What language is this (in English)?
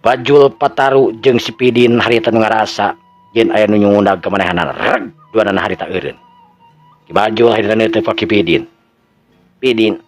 Sundanese